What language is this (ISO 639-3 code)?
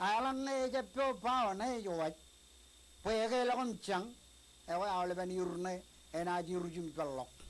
mah